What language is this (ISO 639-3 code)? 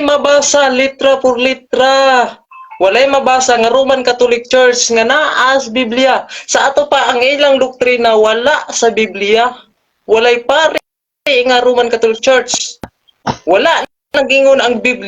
ceb